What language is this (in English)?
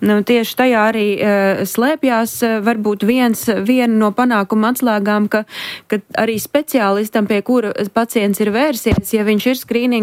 Latvian